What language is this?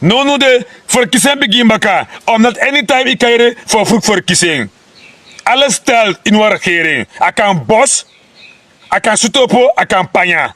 Sranan Tongo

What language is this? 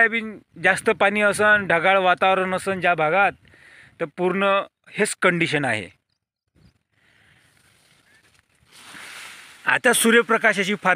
Marathi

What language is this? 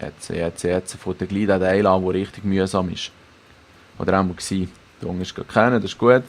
Swiss German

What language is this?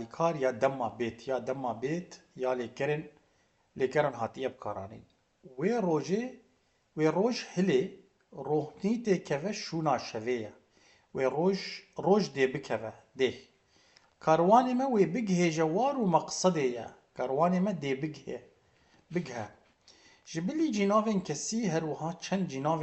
Kurdish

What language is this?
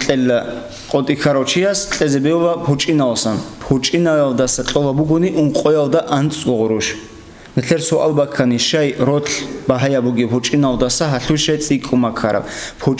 Avaric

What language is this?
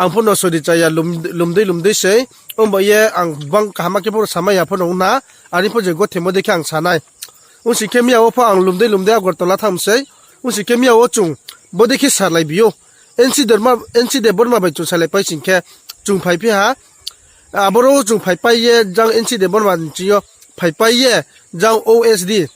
Riang (India)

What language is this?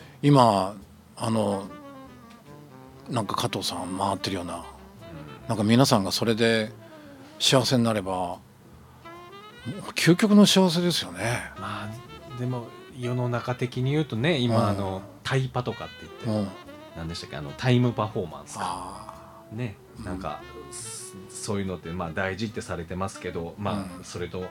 Japanese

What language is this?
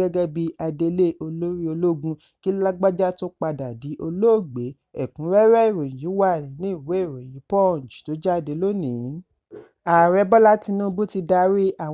Yoruba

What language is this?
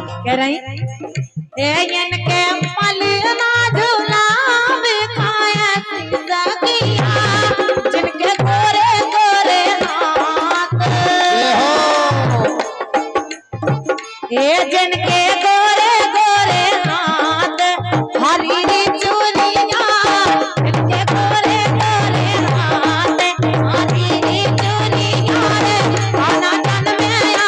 Bhojpuri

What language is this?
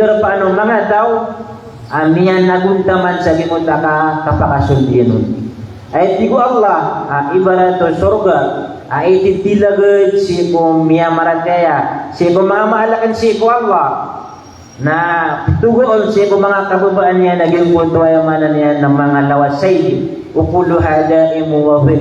Maranao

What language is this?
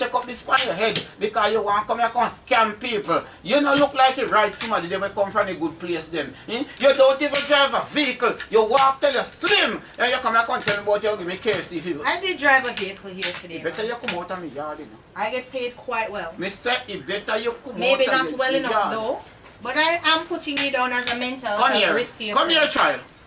Jamaican Creole English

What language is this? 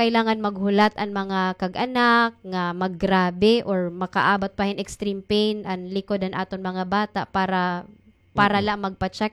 Waray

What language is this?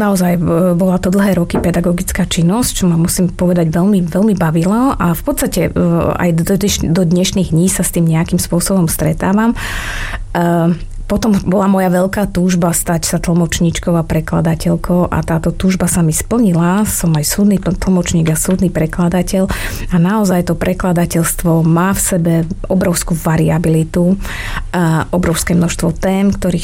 Slovak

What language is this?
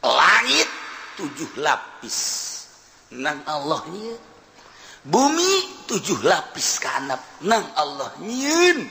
Sundanese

